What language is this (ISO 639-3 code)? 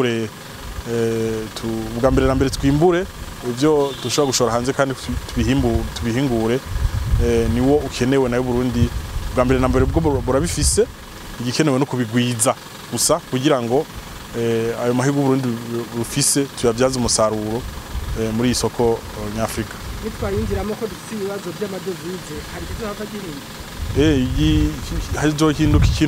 run